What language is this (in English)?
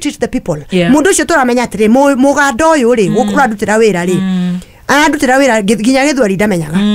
Kikuyu